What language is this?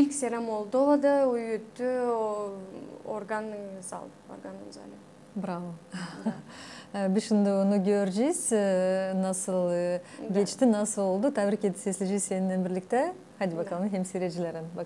Gagauz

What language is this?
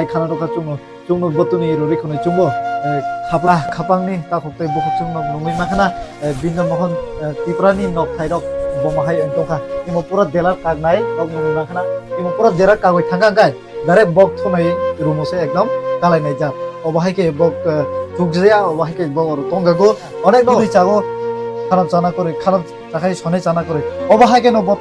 Kok Borok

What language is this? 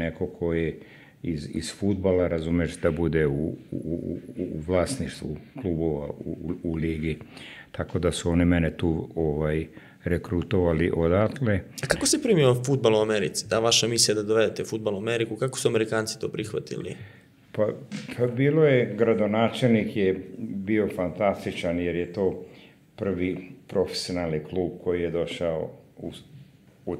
Serbian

